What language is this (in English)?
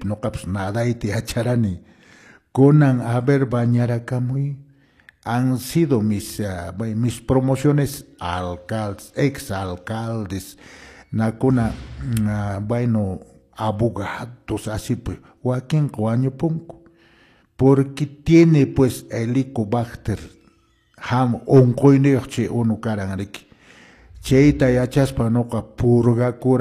Quechua